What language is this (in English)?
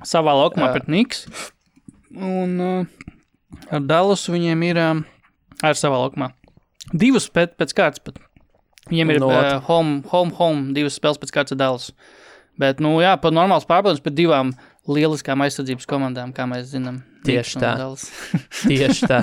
Latvian